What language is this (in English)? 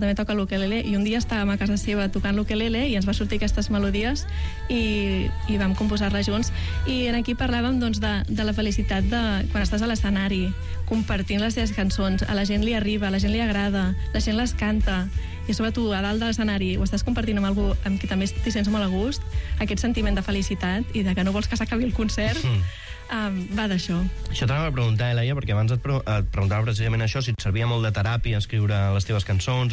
Catalan